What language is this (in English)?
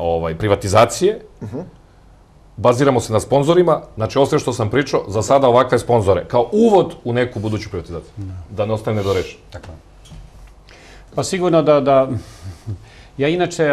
Serbian